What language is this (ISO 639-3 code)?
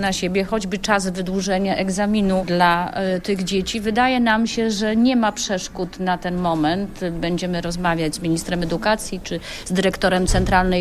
pol